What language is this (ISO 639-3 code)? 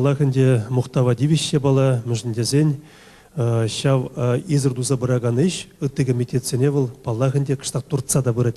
chv